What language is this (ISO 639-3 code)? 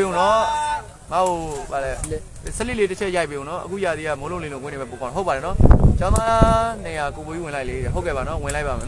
mya